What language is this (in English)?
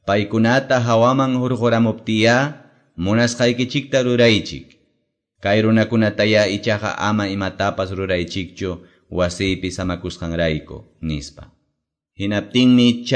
Quechua